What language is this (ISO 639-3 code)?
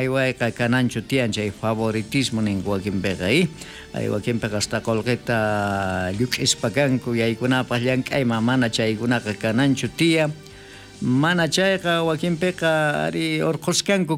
quh